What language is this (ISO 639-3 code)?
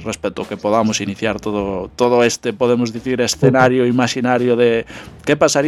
glg